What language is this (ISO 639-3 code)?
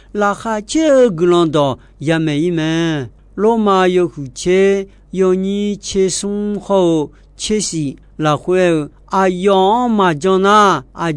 ahk